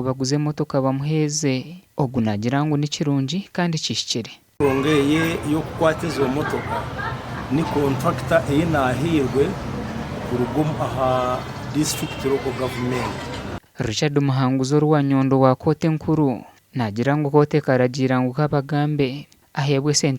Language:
Nyankole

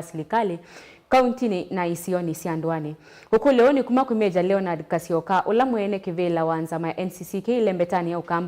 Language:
Kamba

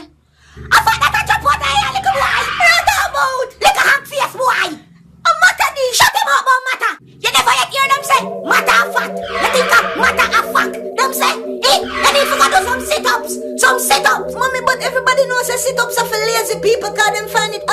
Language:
Jamaican Creole English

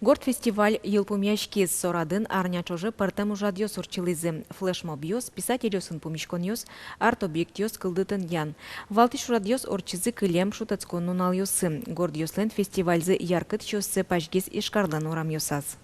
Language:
Udmurt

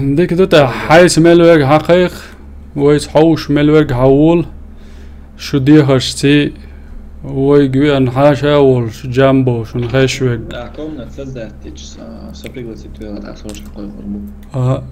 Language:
Chechen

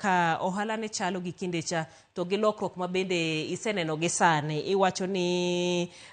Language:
Luo (Kenya and Tanzania)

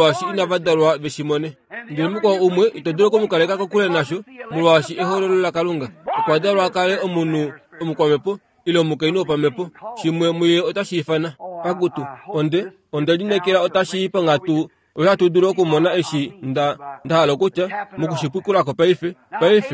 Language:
Kuanyama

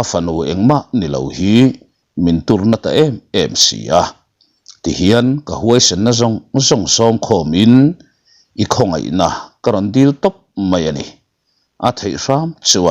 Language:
Mizo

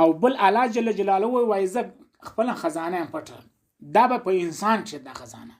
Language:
Pashto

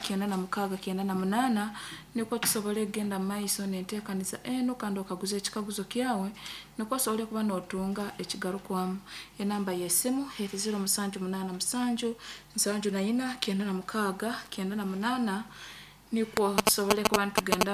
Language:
Nyankole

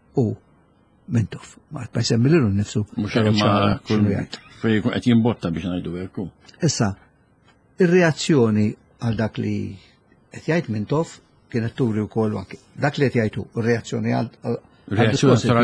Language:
Maltese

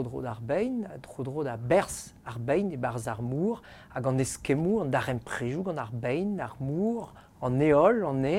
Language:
Breton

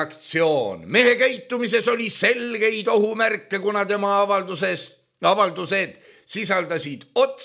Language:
Estonian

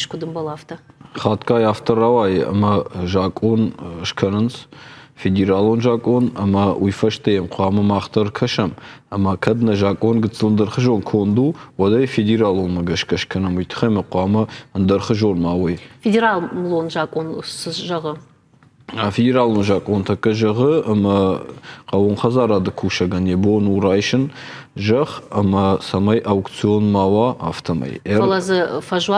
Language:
Ossetic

